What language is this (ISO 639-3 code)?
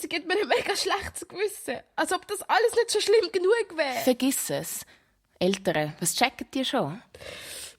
gsw